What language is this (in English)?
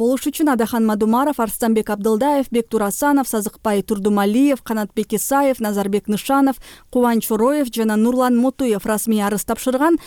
Kyrgyz